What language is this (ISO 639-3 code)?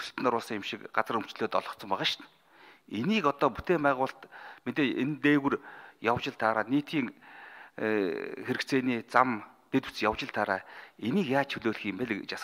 mon